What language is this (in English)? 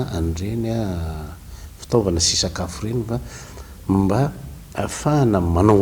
Malagasy